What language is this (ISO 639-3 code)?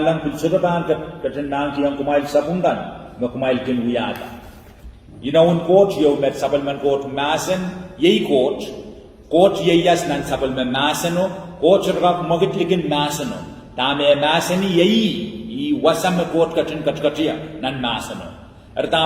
pon